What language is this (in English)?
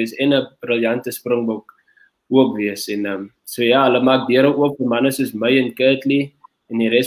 Afrikaans